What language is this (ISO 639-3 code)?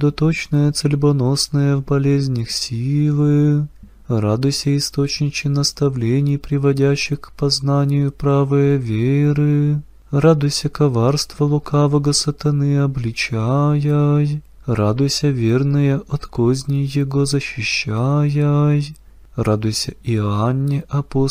rus